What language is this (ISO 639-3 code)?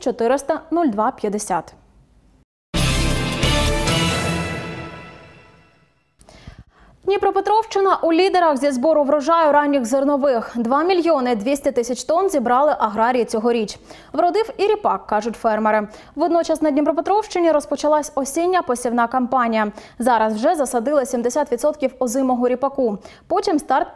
ukr